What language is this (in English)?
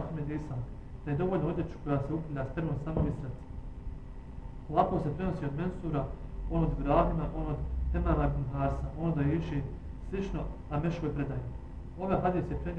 Bosnian